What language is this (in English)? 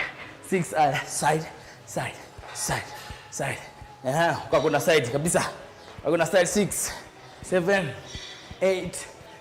Kamba